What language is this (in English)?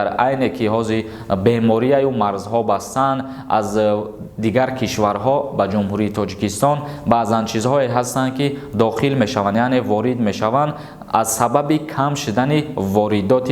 Tajik